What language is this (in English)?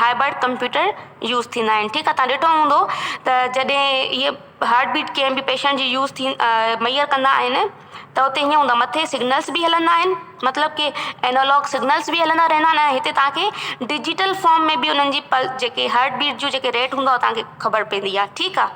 Sindhi